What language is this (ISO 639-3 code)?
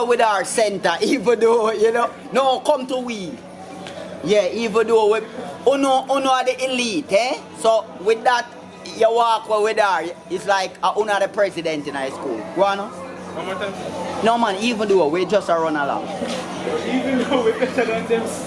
jam